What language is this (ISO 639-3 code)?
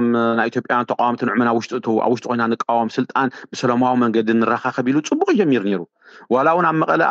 tir